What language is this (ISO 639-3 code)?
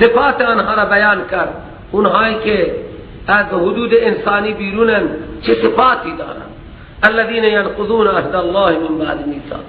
fas